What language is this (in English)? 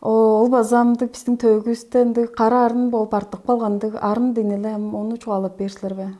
Tuvinian